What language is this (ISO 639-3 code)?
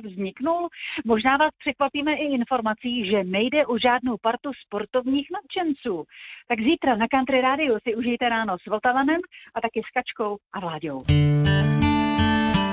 ces